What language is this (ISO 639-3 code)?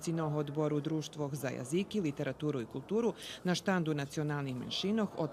rue